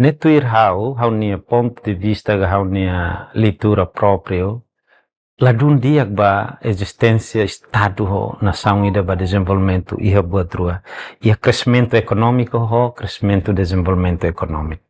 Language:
Tetum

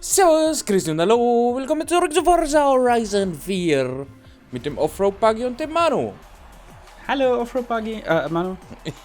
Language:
Bavarian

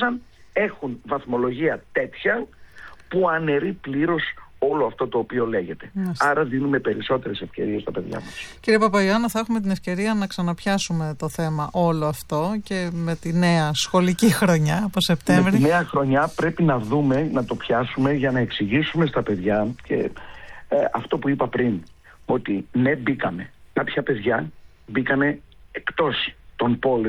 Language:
Greek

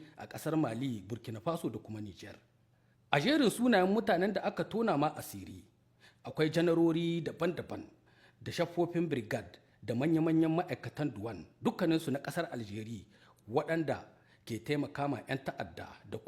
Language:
Hausa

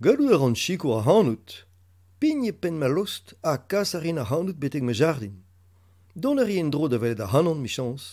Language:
Breton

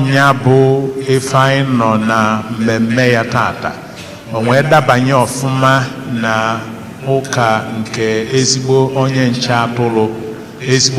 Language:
Igbo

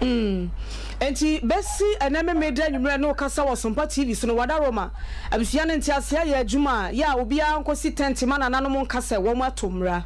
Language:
Akan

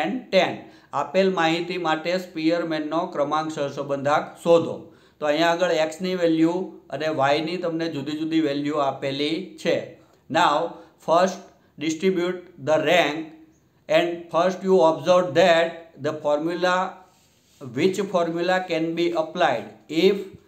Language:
Gujarati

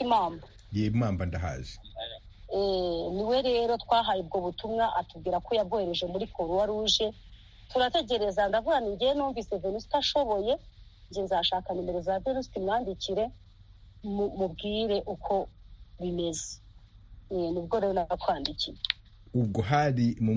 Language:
Kinyarwanda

